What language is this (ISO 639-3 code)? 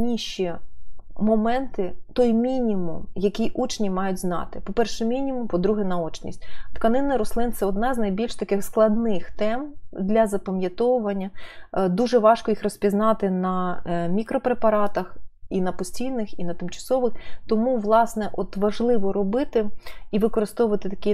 ukr